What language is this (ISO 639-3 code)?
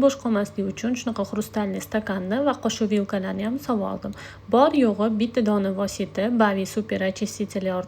uzb